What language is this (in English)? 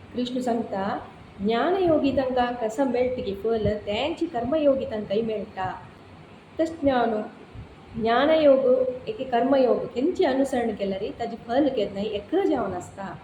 Konkani